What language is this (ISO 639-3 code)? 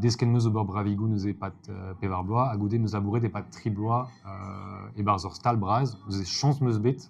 bre